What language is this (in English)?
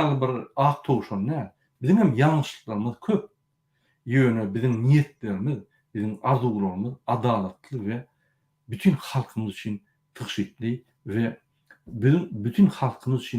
Turkmen